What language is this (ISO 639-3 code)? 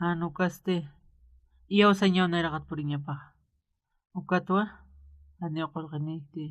aym